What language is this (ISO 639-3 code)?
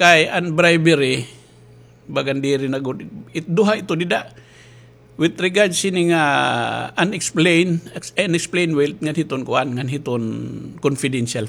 war